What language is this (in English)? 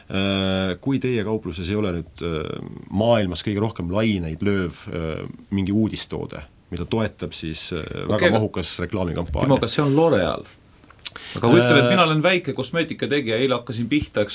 Estonian